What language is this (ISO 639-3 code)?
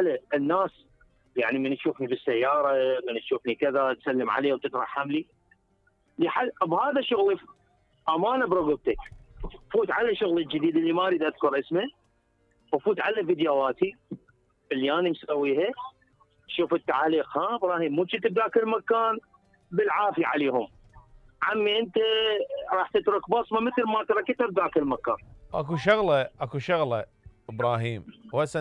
acm